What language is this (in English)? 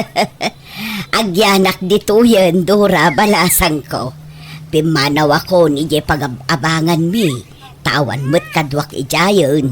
Iloko